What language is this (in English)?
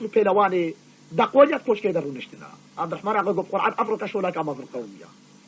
Kurdish